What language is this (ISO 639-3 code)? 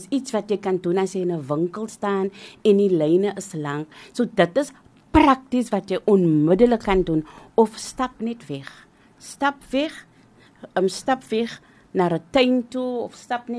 afr